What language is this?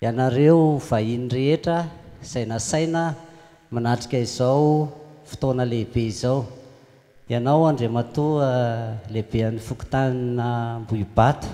Malagasy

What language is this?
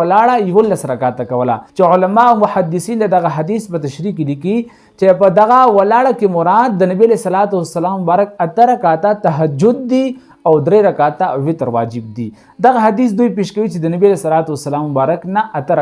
Pashto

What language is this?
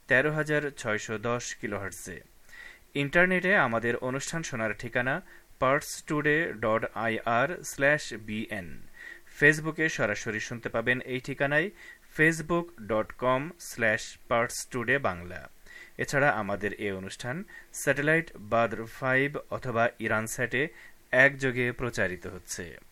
Bangla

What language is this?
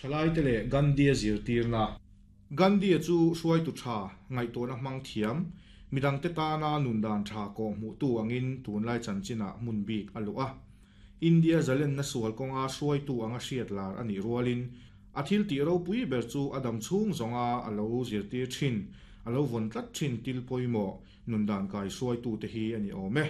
Mizo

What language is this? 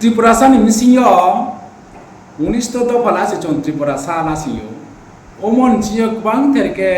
Riang (India)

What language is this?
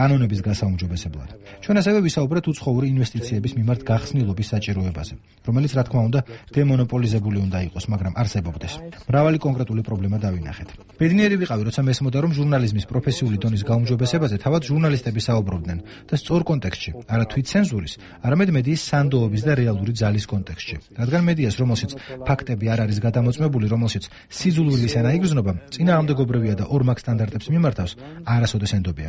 Georgian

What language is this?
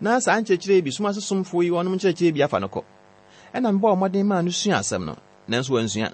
Akan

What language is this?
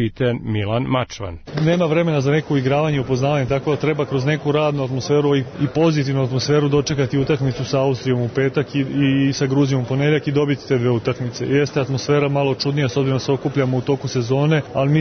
Serbian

